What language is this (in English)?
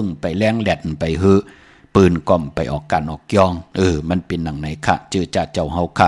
Shan